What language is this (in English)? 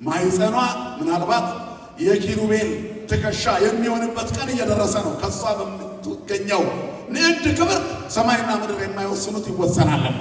Amharic